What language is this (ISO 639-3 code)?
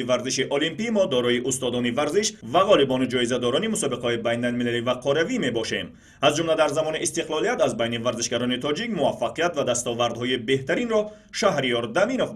tgk